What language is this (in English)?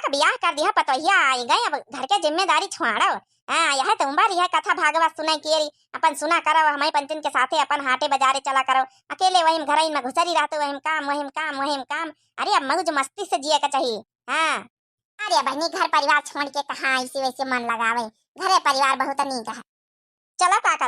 Awadhi